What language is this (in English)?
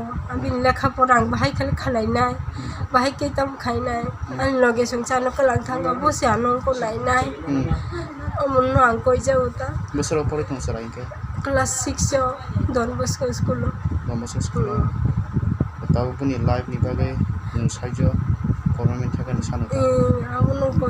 Kok Borok